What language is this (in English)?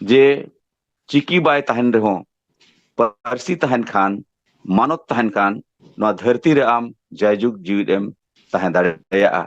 Santali